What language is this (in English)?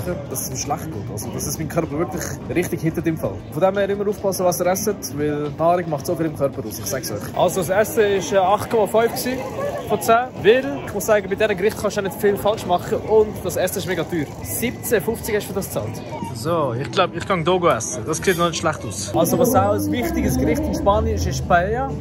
Swiss German